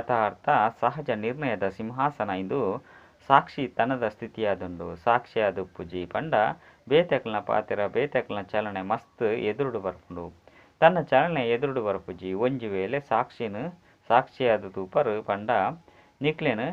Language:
Tulu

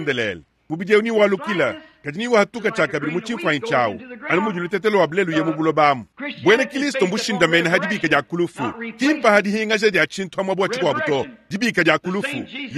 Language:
Luba-Lulua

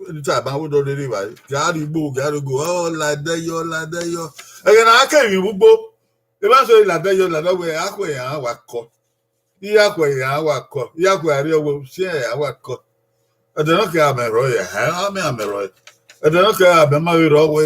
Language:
Bini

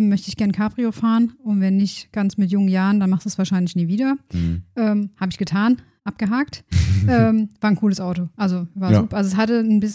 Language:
German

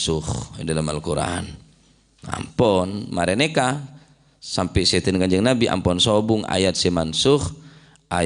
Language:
Madurese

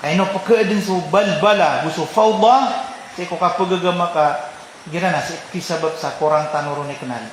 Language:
Maranao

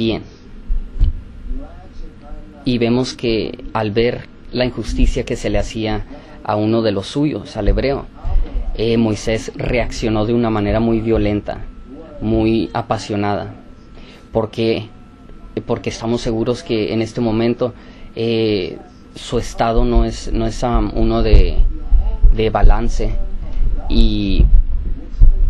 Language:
Spanish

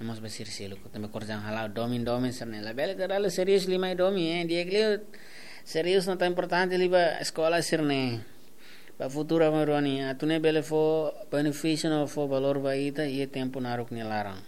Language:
Tetum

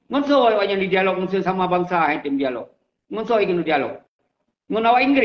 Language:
Achinese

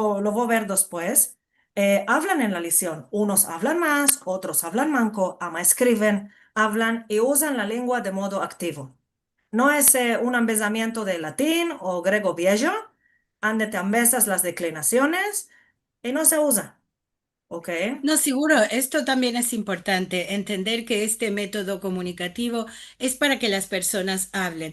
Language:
Ladino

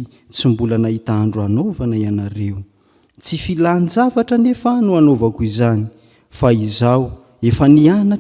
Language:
Malagasy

